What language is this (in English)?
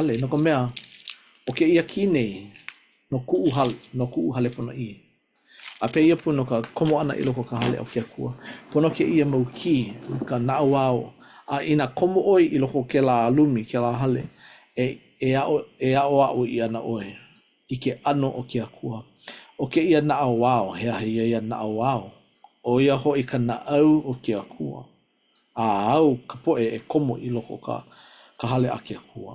Hawaiian